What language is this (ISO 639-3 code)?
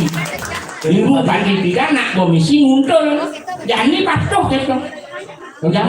ban